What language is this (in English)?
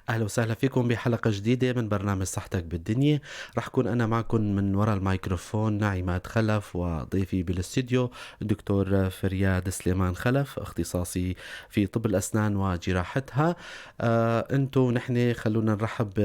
North Levantine Arabic